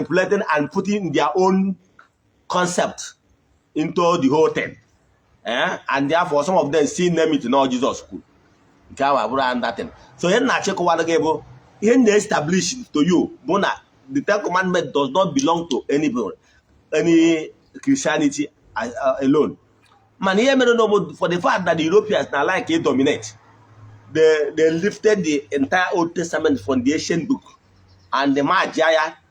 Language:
Igbo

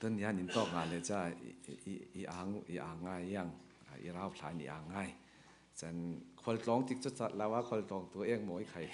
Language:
Falam Chin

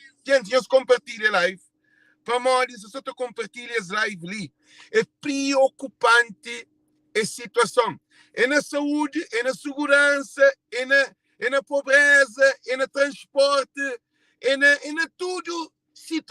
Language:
Kabuverdianu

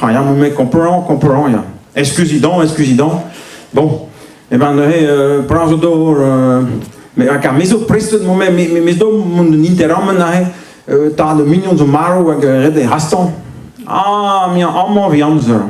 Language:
Breton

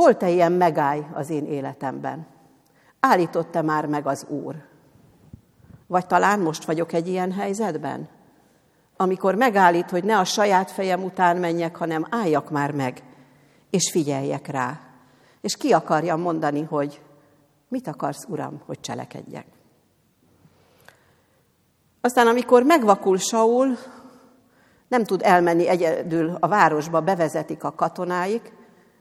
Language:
Hungarian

